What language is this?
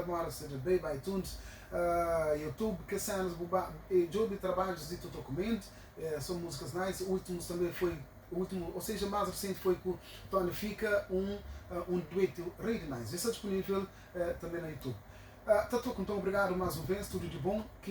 Kabuverdianu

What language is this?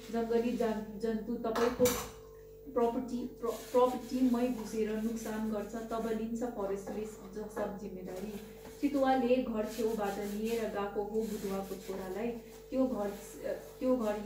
Nepali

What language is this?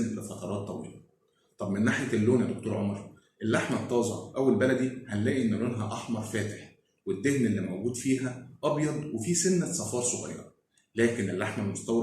Egyptian Arabic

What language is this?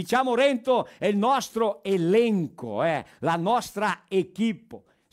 Venetian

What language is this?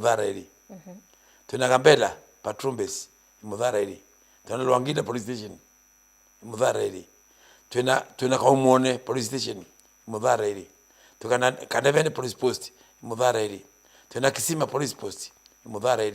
Meru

